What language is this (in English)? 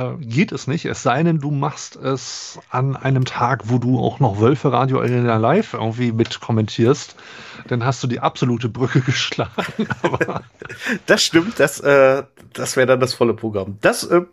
German